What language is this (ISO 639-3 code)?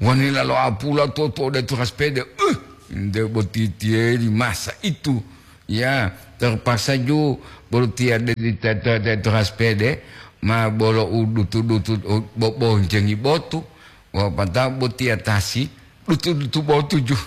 gor